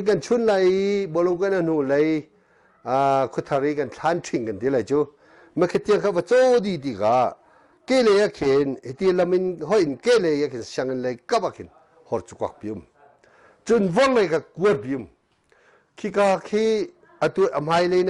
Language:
Hakha Chin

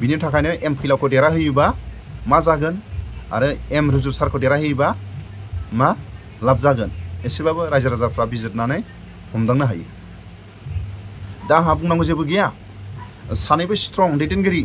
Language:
Bodo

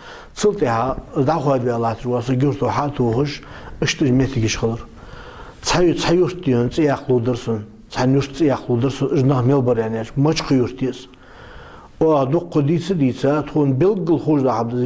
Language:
Ingush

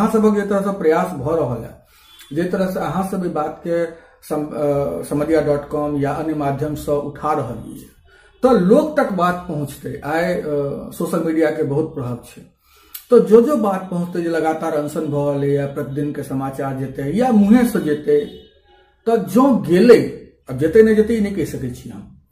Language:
Maithili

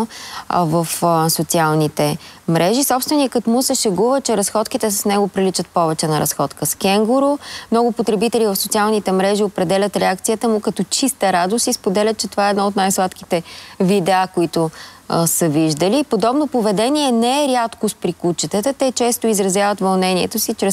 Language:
Bulgarian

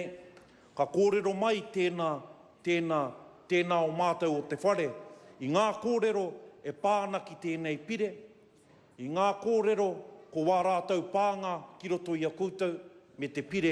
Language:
Māori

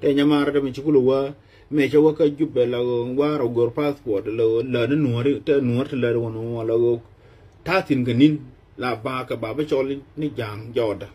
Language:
Nuer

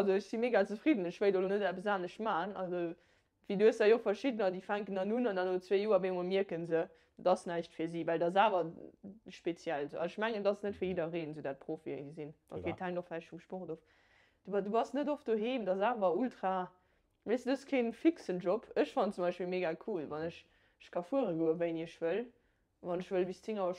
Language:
Luxembourgish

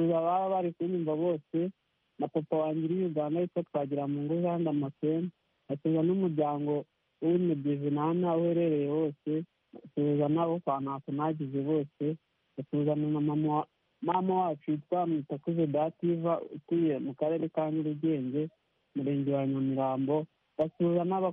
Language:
Kinyarwanda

